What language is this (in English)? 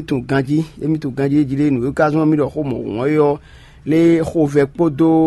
Fon